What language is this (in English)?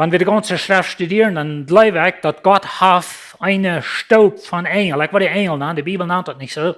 Plautdietsch